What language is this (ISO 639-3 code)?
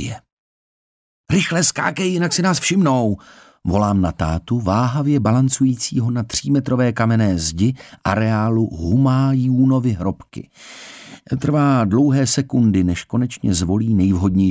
ces